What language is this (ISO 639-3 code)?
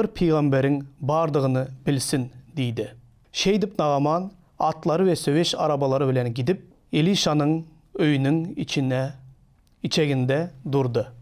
tuk